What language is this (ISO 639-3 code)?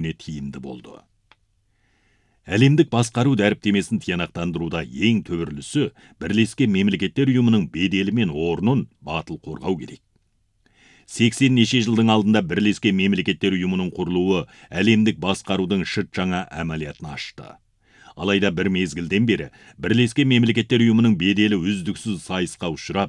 kaz